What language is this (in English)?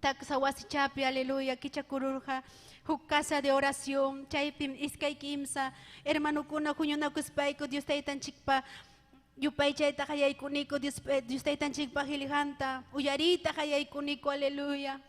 Ayacucho Quechua